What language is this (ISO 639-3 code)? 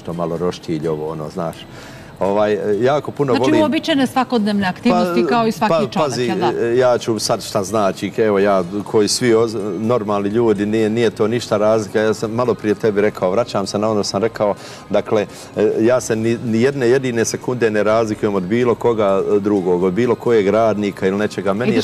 bos